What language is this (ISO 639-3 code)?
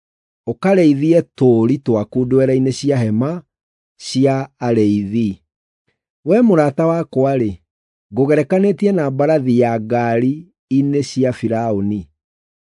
kik